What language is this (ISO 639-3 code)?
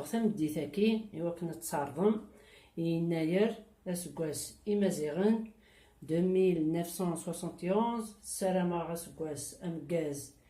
kab